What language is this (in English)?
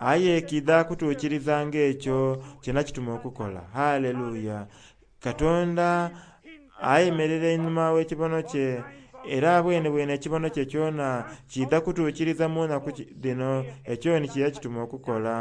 Soga